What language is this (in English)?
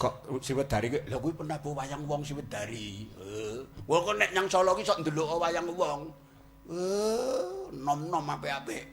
Javanese